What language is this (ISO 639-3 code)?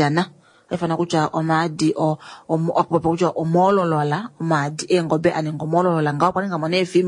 kua